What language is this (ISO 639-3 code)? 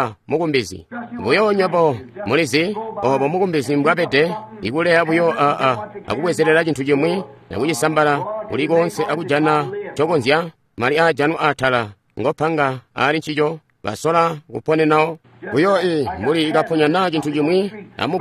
toi